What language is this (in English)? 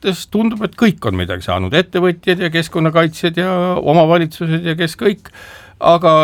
Estonian